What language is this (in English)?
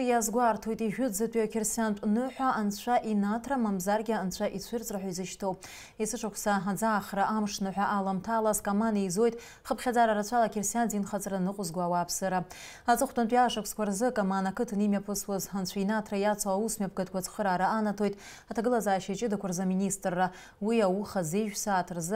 Abkhazian